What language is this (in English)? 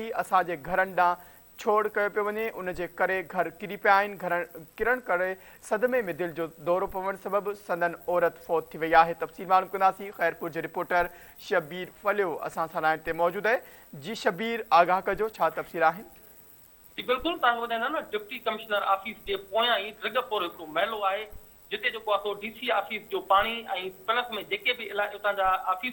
Sindhi